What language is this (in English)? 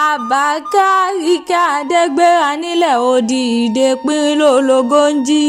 Yoruba